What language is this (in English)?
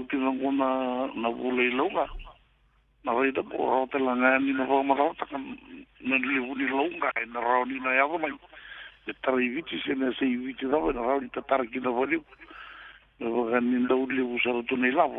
Fijian